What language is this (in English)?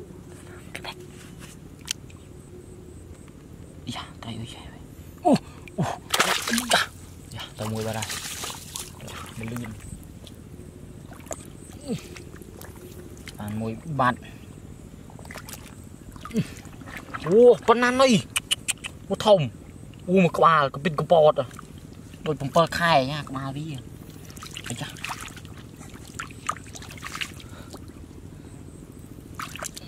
Vietnamese